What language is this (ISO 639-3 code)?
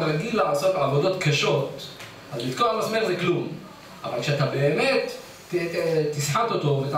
heb